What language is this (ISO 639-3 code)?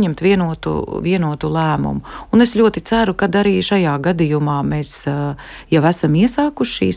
lav